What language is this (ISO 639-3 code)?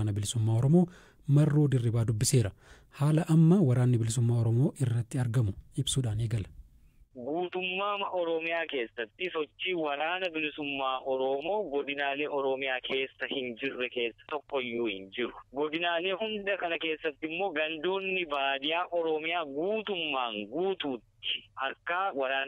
orm